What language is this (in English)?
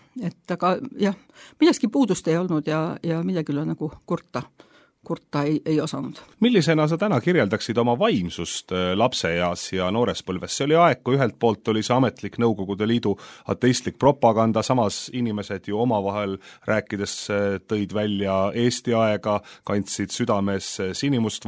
Estonian